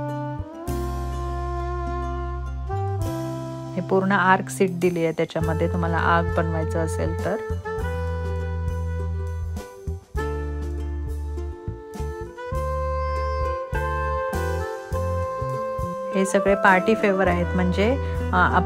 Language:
Marathi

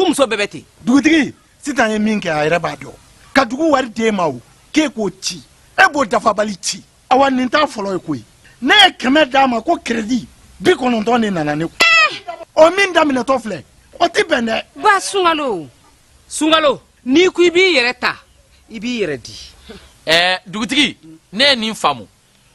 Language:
Bambara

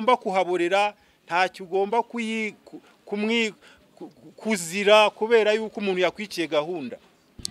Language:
Kinyarwanda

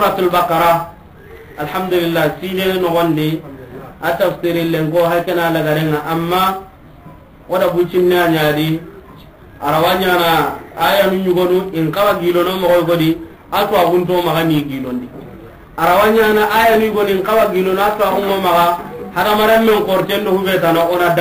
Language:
Soninke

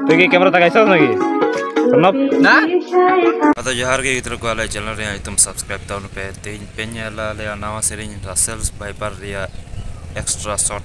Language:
Santali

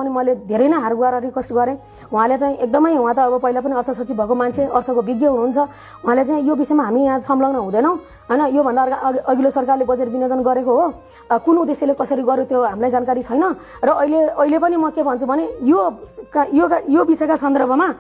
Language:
Nepali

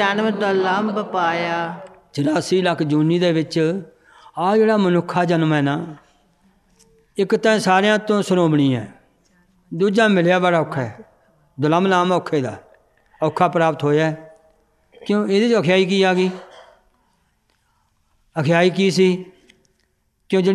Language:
Punjabi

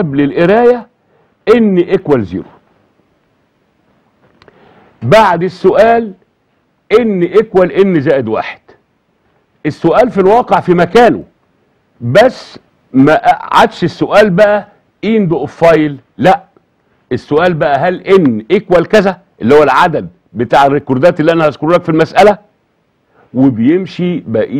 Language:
Egyptian Arabic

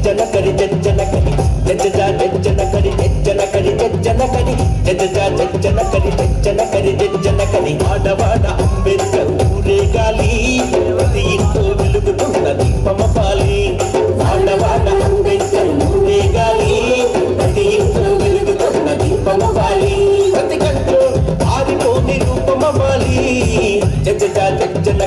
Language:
Telugu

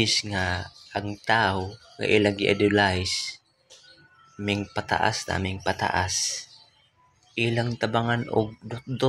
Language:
Cebuano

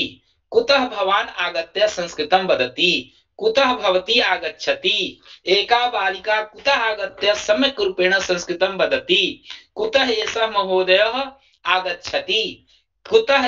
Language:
Sanskrit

